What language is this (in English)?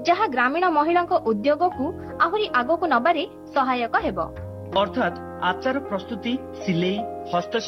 Odia